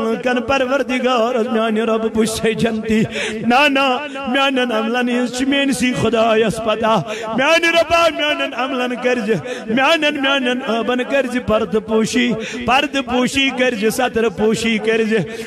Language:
Kashmiri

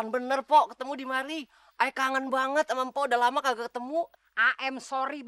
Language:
Betawi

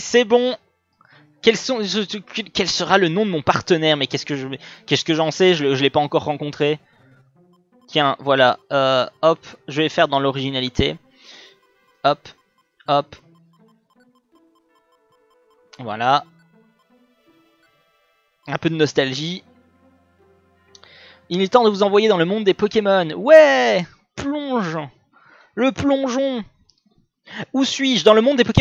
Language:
French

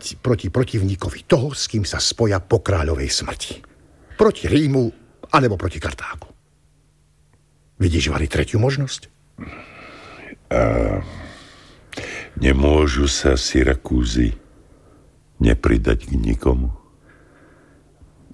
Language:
Slovak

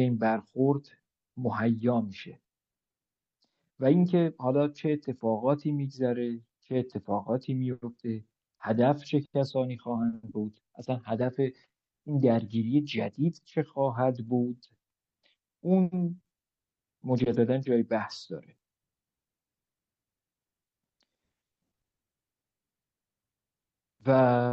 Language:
Persian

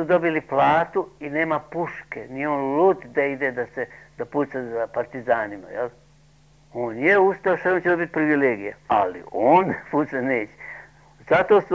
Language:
Serbian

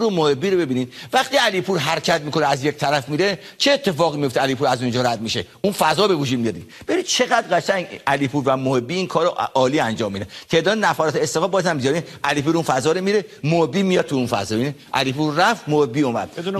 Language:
Persian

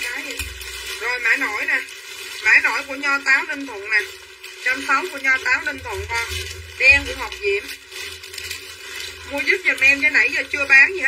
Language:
Vietnamese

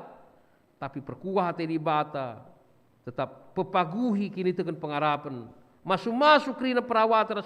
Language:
Batak Karo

